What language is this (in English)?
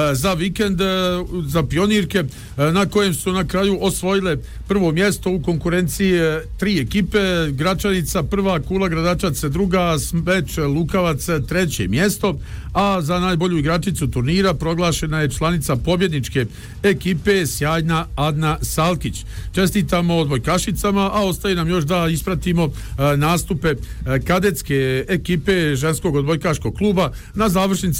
Bosnian